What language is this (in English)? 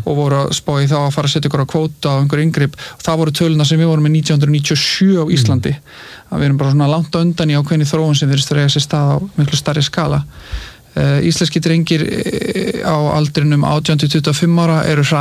Icelandic